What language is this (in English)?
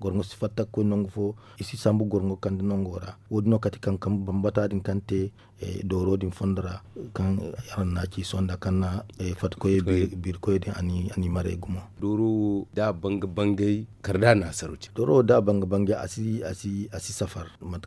Zarma